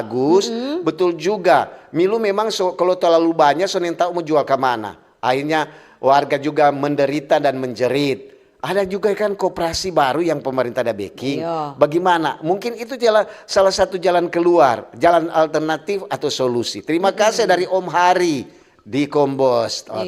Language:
Manado Malay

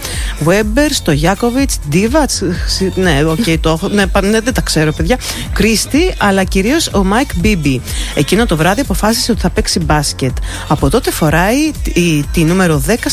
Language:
Greek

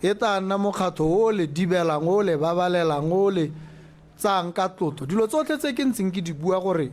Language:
Tswana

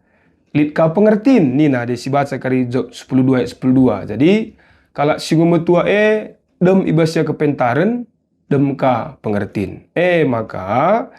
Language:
Batak Karo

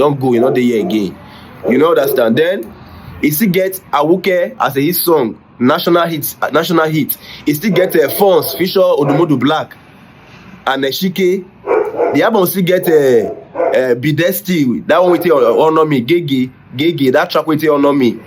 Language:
Nigerian Pidgin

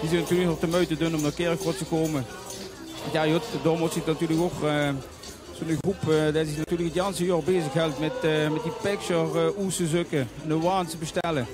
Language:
Limburgish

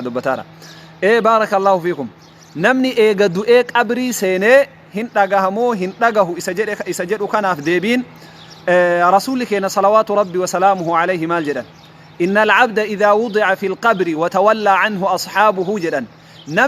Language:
Oromo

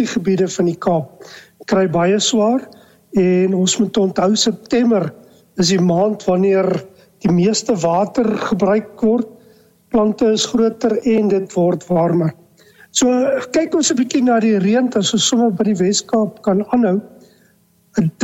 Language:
Afrikaans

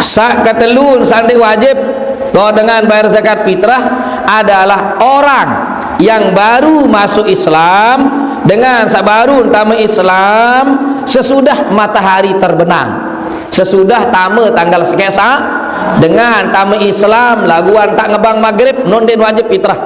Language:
Sasak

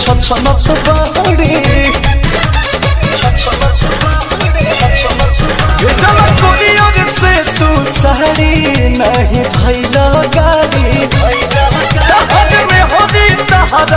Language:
Bhojpuri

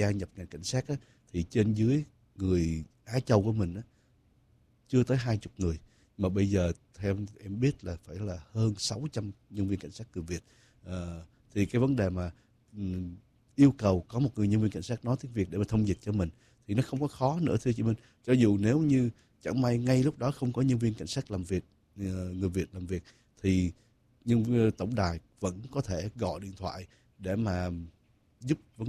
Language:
Vietnamese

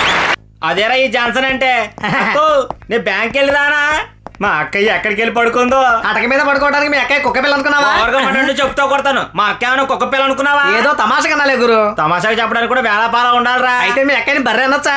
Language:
Telugu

